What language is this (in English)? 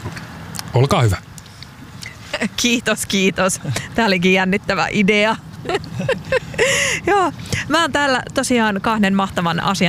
Finnish